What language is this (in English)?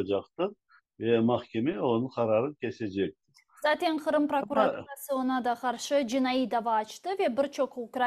Crimean Tatar